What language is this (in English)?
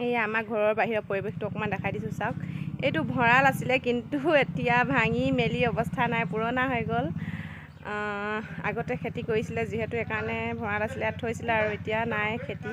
Assamese